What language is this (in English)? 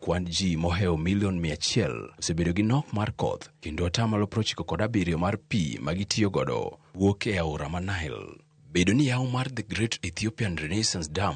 Luo (Kenya and Tanzania)